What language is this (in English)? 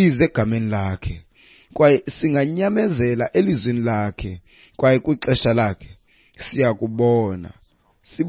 Xhosa